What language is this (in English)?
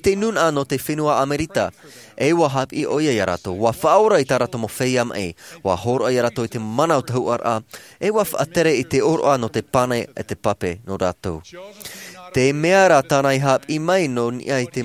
Tahitian